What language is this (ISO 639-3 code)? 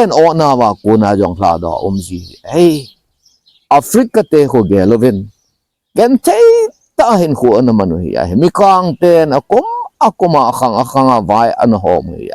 tcz